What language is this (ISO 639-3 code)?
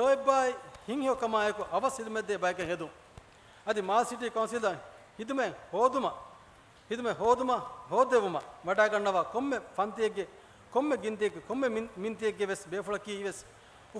div